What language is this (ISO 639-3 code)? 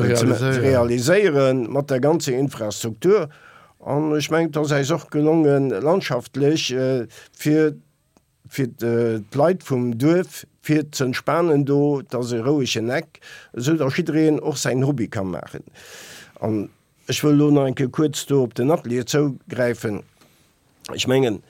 ltz